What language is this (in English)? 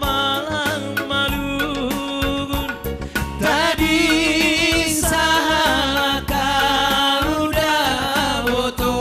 Batak Simalungun